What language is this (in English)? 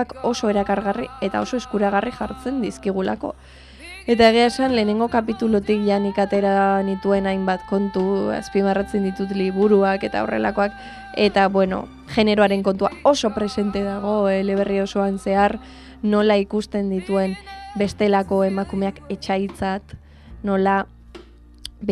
Basque